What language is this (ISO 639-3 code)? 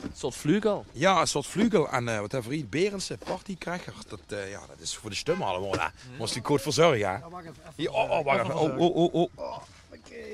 lim